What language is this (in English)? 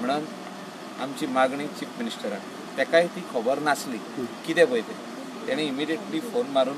Konkani